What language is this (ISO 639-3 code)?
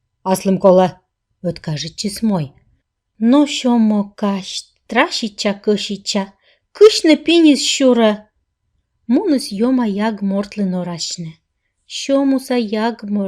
kom